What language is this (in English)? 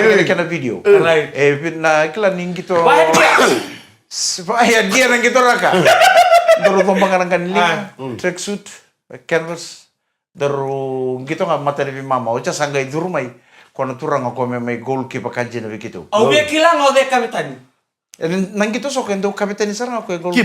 Fijian